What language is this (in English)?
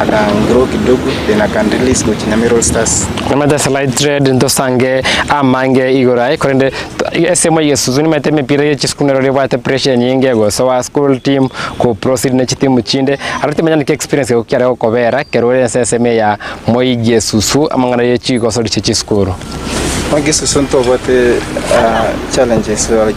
Gusii